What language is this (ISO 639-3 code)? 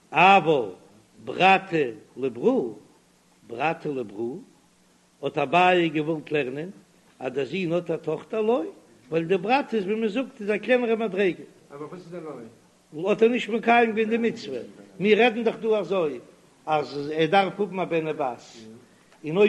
yid